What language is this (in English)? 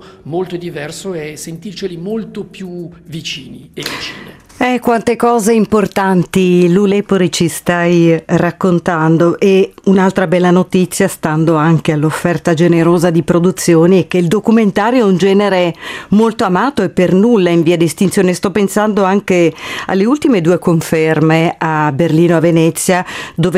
Italian